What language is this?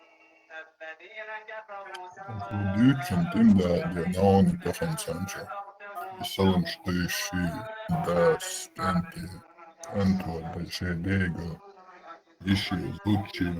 Chechen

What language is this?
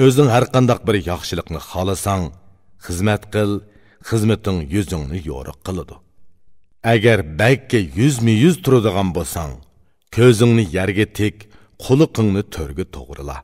Uyghur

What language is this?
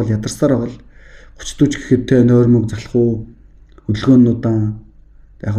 Mongolian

